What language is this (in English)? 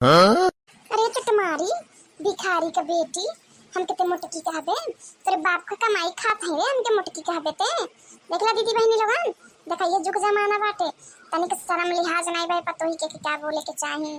Bhojpuri